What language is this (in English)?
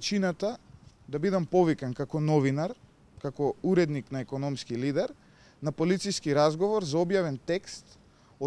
Macedonian